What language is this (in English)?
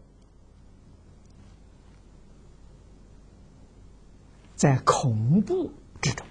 Chinese